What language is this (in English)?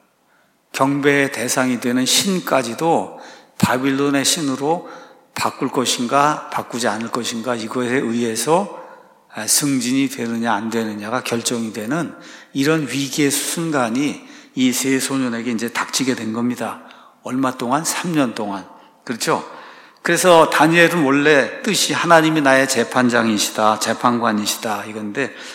Korean